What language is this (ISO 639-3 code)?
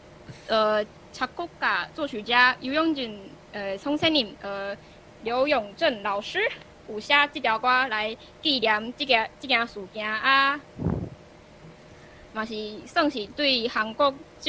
nan